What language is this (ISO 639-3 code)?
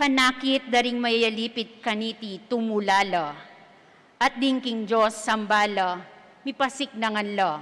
pam